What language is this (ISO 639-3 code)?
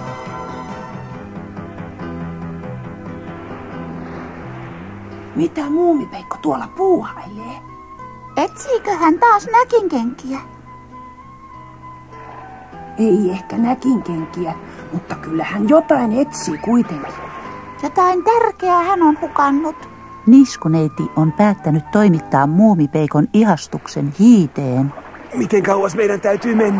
fin